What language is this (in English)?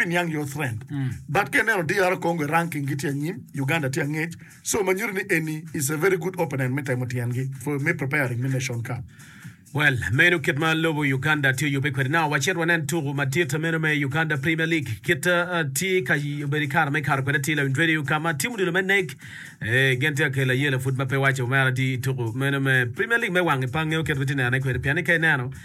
Acoli